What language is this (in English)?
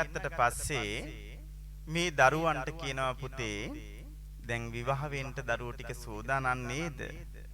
Sinhala